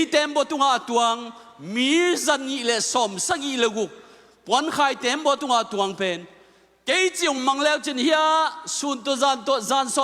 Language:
Tedim Chin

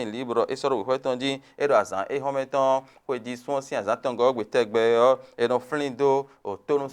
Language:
Fon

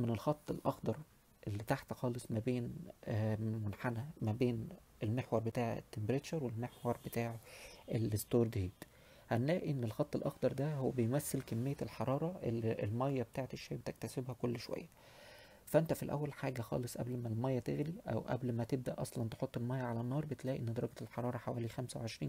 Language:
Egyptian Arabic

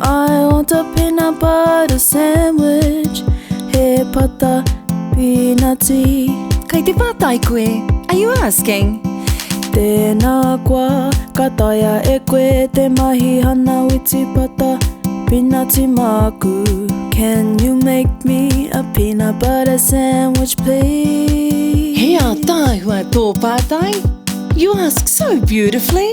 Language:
Māori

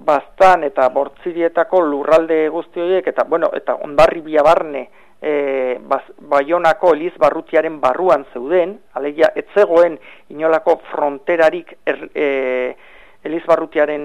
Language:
Basque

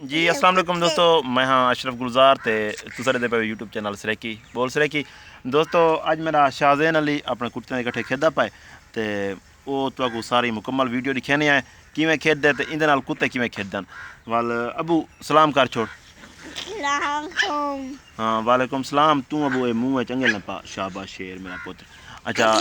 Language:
Saraiki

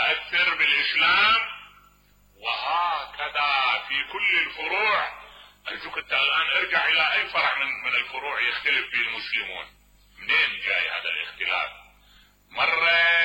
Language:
Mesopotamian Arabic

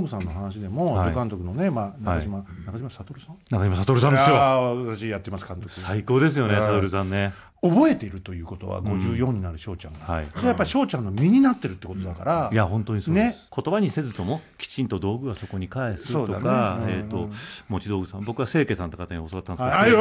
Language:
Japanese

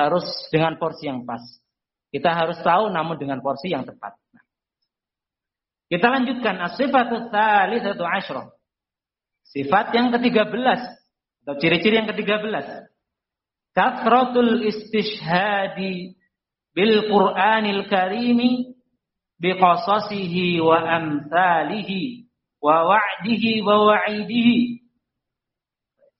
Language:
Indonesian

